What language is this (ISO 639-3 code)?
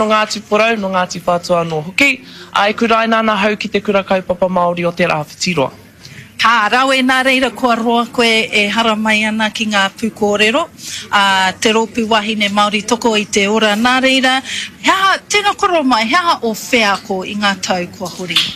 mri